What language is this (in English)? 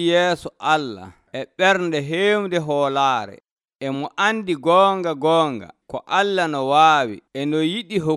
Nigerian Fulfulde